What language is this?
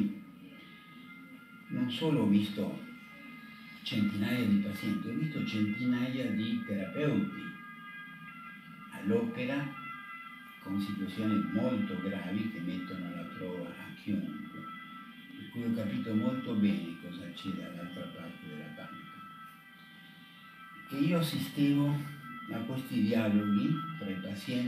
Italian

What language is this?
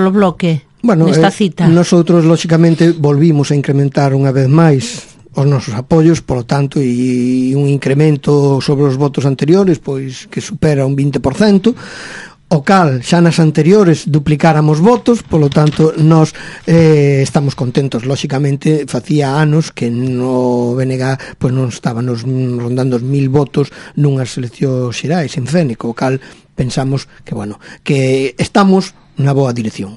Galician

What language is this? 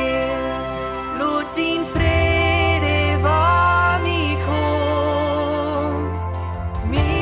Plautdietsch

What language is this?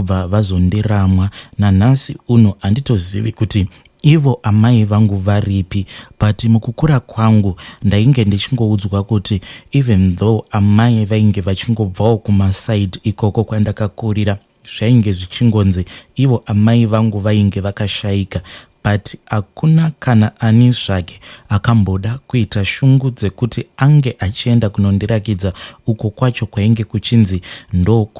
Shona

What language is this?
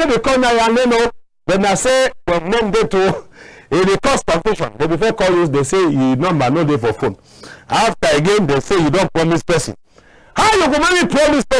Cameroon Pidgin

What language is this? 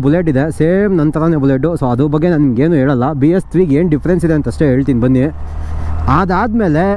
Kannada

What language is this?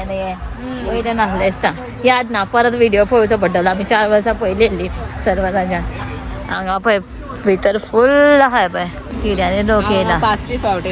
Konkani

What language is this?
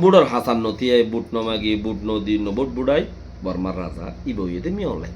Rohingya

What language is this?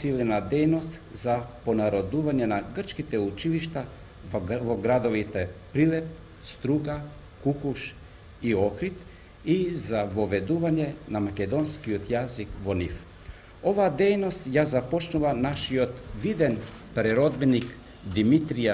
Macedonian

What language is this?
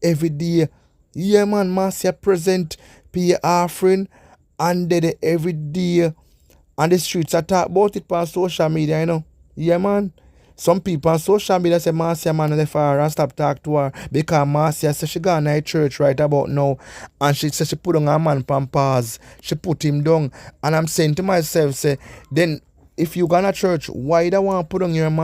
Jamaican Creole English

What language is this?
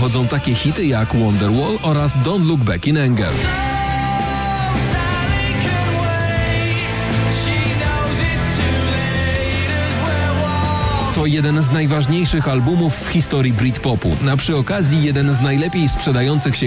Polish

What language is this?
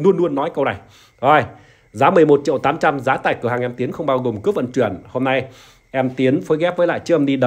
Vietnamese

